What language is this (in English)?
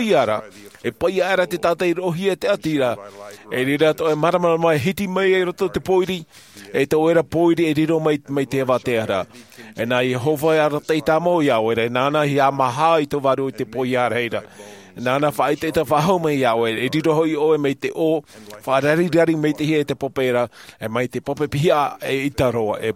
Tahitian